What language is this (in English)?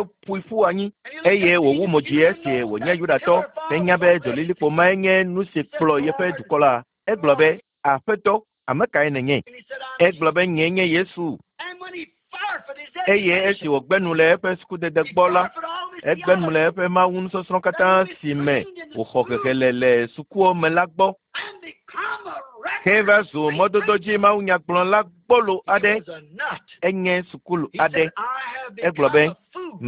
Ewe